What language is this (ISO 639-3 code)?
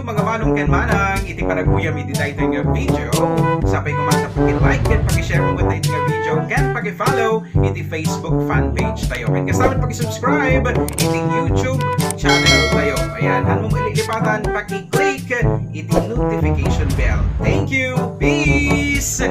ilo